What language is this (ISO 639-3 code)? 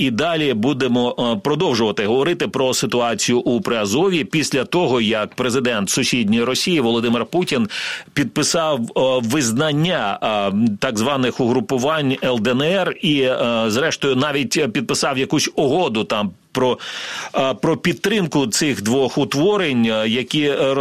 ukr